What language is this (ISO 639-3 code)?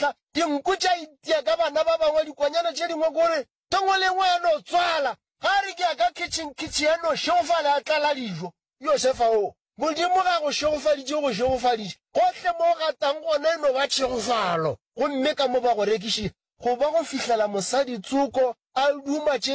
nso